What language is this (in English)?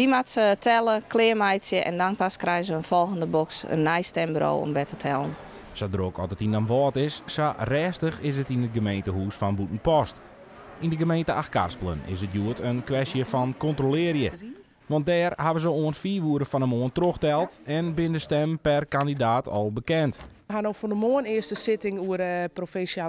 Western Frisian